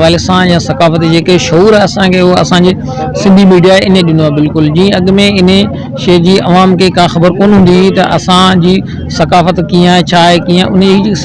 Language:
Sindhi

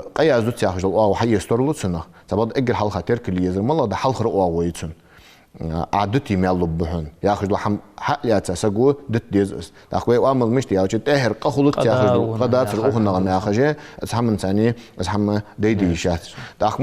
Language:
Ingush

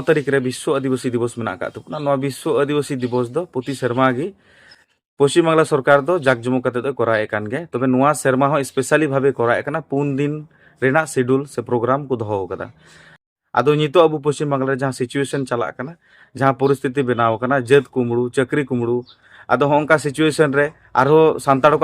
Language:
Santali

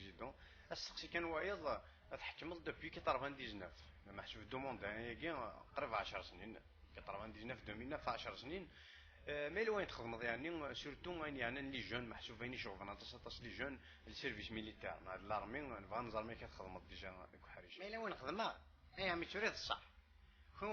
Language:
Kabyle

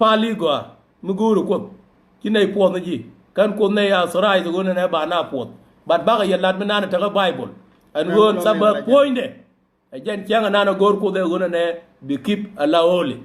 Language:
Nuer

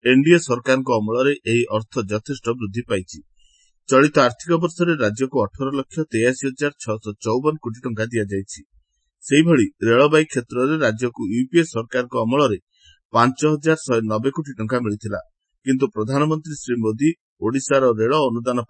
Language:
Odia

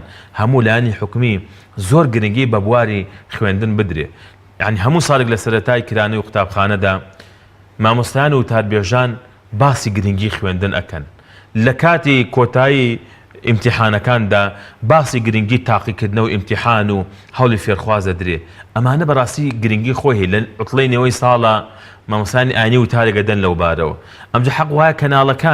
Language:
Central Kurdish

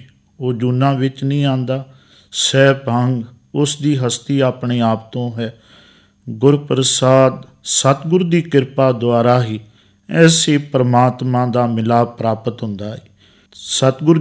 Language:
Punjabi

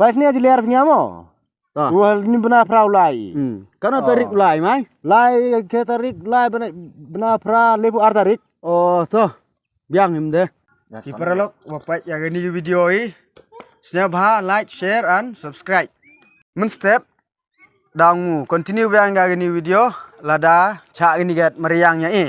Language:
Khasi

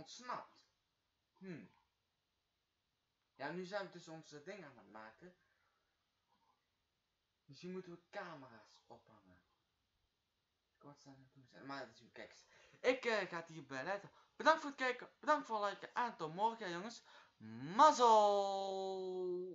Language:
Dutch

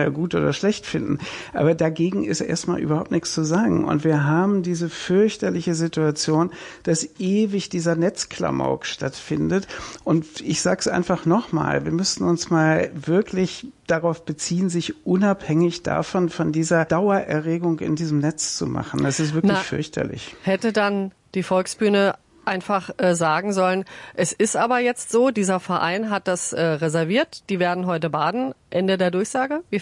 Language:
German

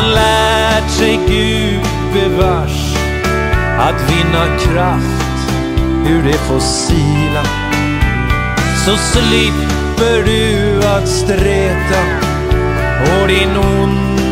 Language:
Swedish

